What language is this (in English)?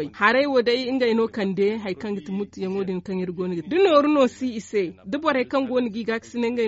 Zarma